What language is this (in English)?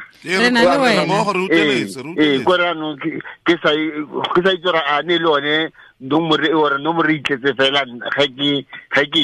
Tswana